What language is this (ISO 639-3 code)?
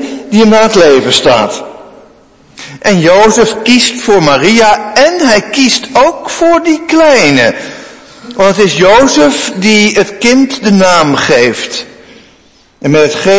nld